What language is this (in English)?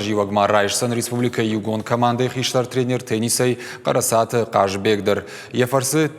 Ossetic